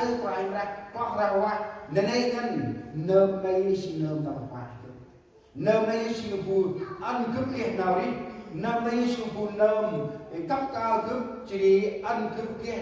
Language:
Central Mnong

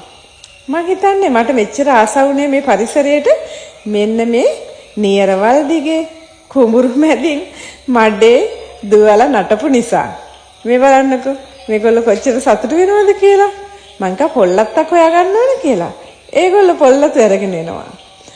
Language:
Sinhala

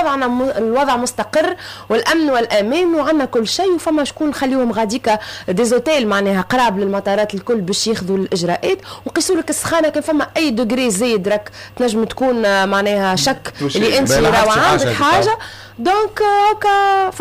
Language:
Tunisian Arabic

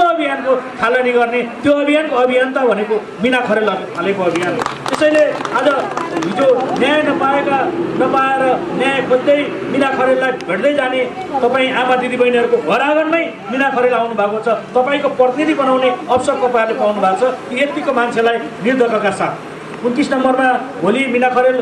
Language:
Nepali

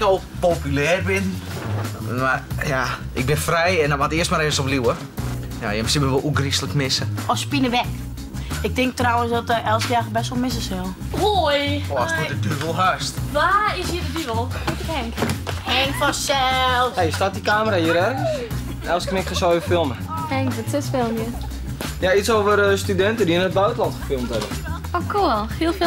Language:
Western Frisian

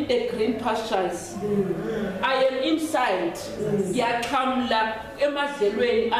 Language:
Zulu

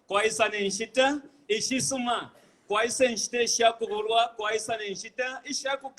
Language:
Bemba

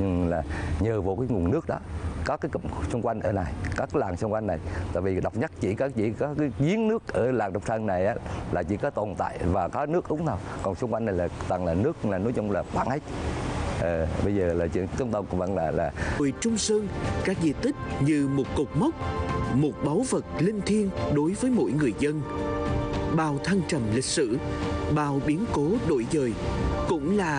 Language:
Vietnamese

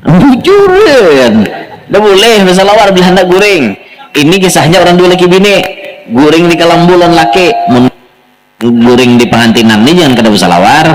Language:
Banjar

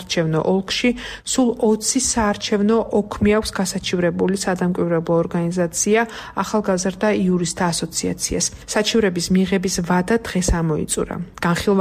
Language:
Georgian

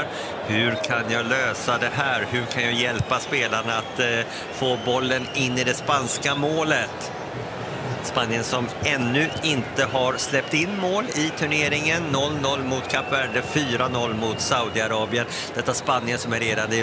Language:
Swedish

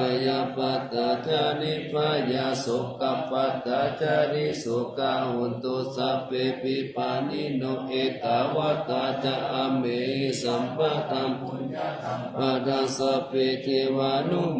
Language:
Pali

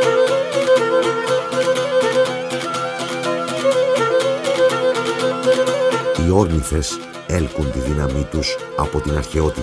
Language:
Greek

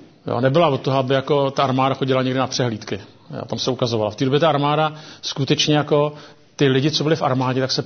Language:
Czech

